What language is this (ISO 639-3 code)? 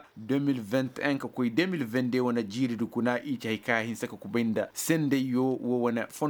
ses